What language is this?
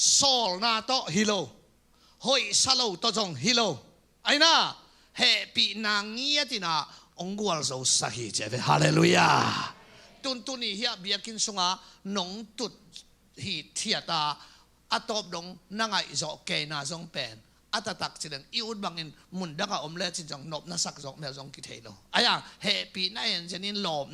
Tedim Chin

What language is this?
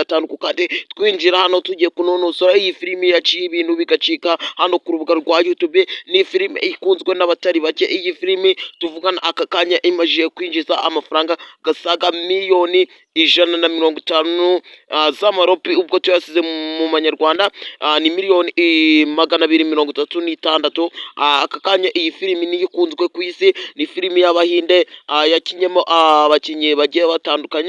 Kinyarwanda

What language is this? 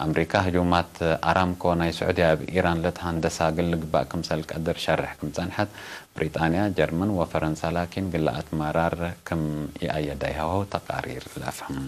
Tigre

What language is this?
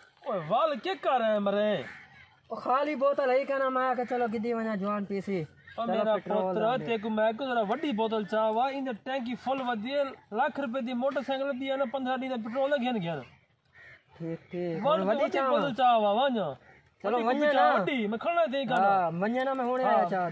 Saraiki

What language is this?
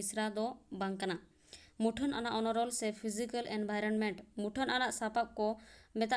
Santali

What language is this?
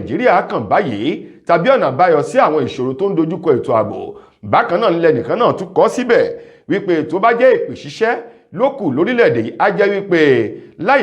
Yoruba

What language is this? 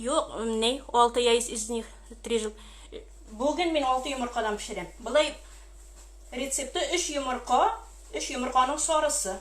Tatar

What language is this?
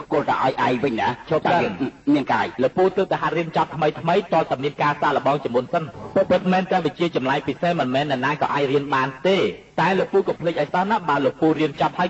Khmer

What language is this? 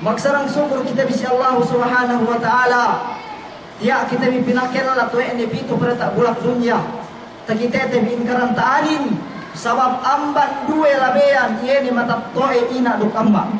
Yakan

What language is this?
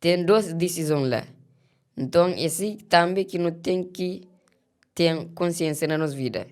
Kabuverdianu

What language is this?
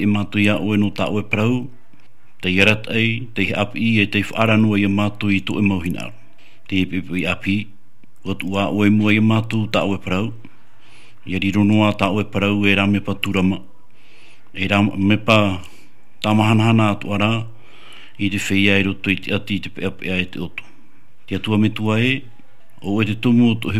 Tahitian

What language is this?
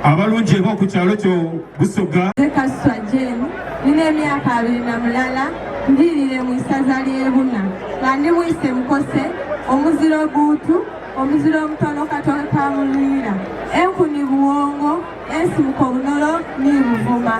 Soga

